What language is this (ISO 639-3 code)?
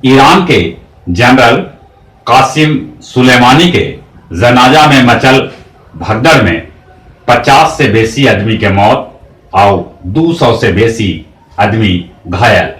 mag